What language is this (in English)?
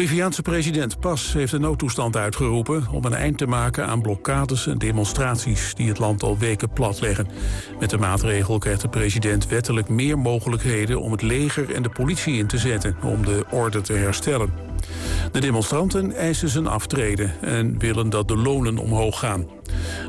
Dutch